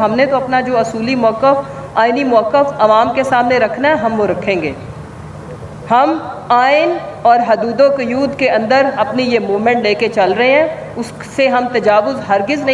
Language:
Urdu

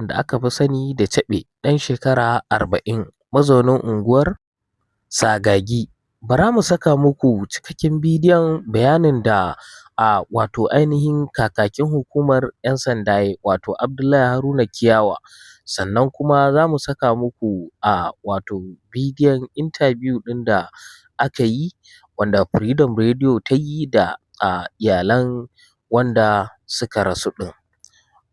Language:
Hausa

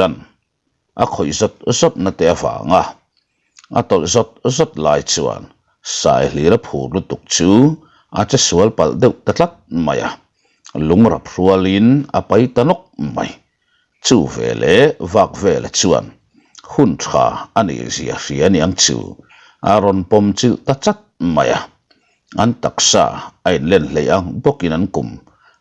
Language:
Mizo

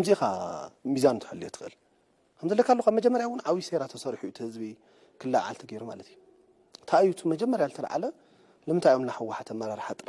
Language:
Tigrinya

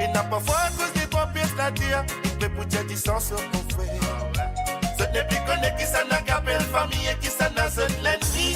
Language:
Morisyen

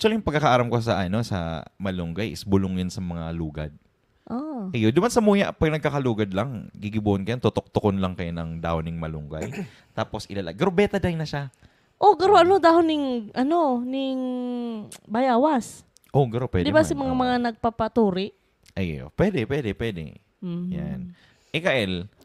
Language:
Bikol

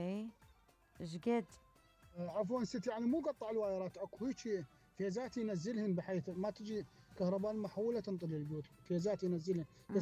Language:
Mesopotamian Arabic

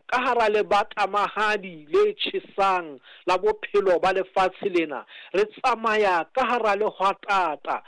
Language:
Southern Sotho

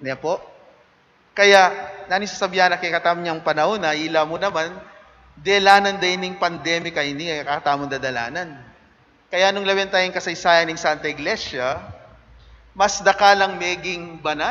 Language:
Pampanga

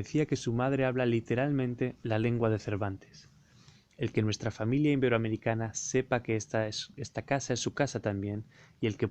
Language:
Ladino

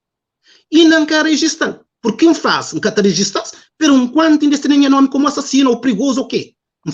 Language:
Kabuverdianu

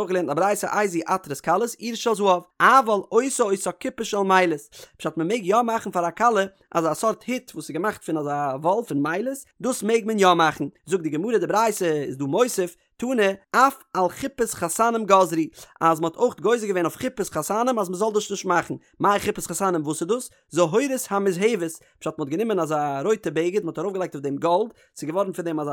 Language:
Yiddish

